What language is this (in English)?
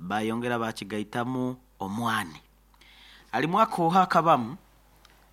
Nyoro